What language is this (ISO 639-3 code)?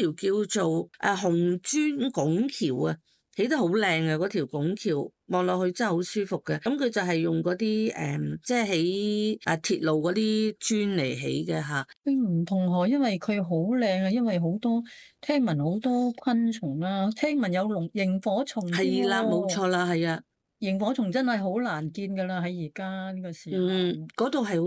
yue